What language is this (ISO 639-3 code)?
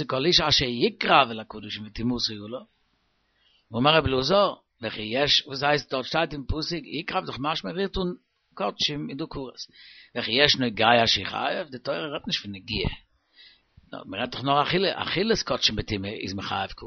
yid